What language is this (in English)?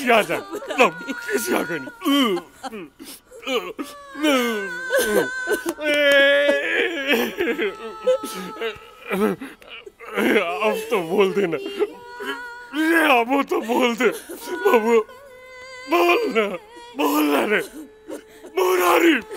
Bhojpuri